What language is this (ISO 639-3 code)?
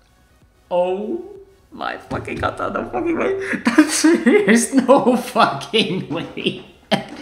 dan